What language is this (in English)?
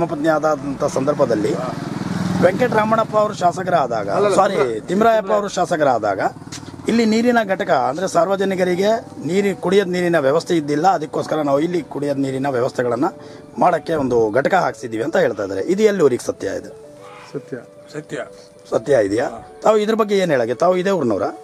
Kannada